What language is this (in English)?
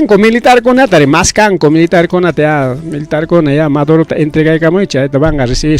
Ayacucho Quechua